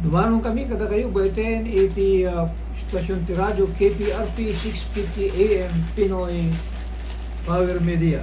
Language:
Iloko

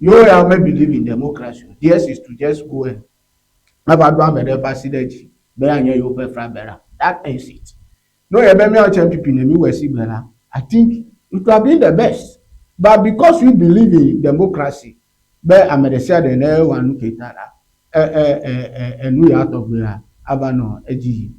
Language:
Ewe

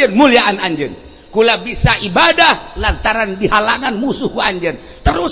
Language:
Sundanese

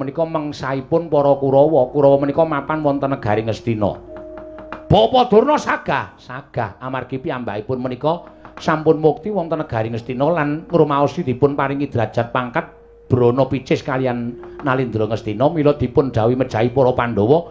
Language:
Javanese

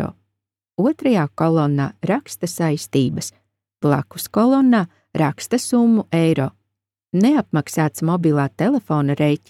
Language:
Latvian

